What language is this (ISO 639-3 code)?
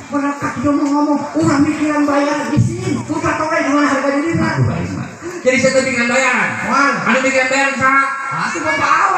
sun